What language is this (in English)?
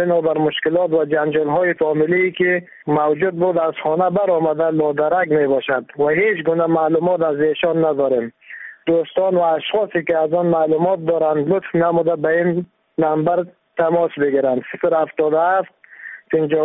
Persian